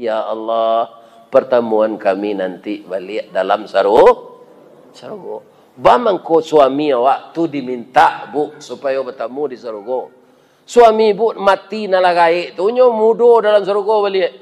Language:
Minangkabau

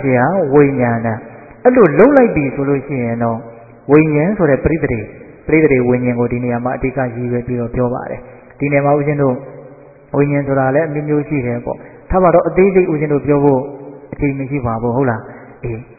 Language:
Burmese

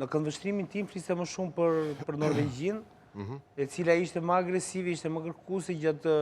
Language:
Albanian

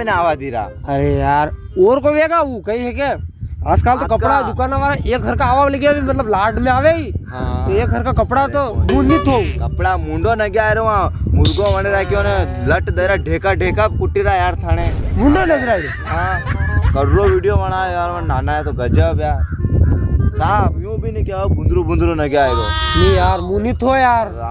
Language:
Rajasthani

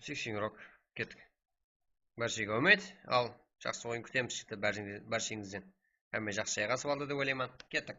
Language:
Kara-Kalpak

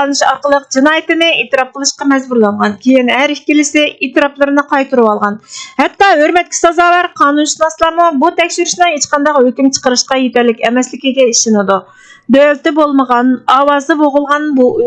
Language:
Uyghur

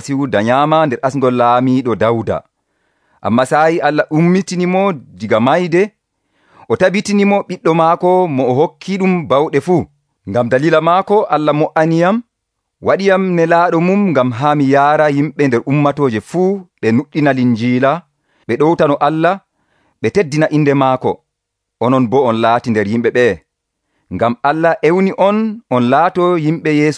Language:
Nigerian Fulfulde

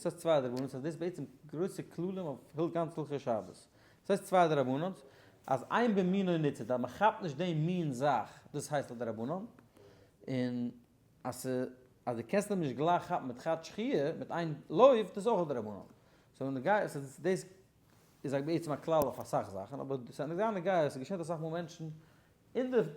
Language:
Yiddish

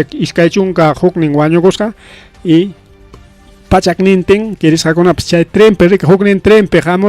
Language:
Ayacucho Quechua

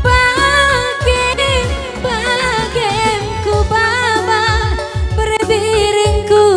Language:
Batak Karo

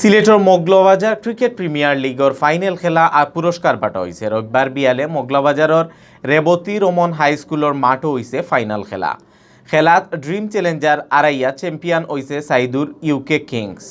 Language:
Sylheti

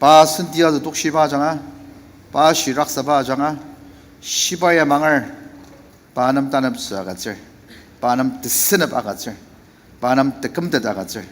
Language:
Ao Naga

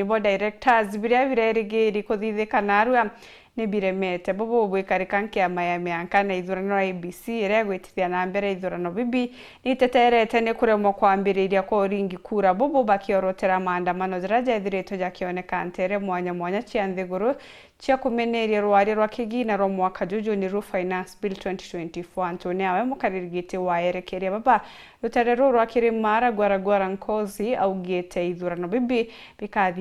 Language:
Meru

